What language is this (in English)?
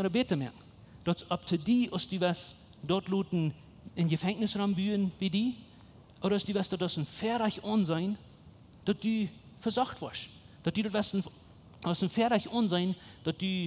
Plautdietsch